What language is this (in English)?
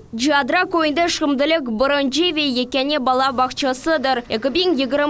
Crimean Tatar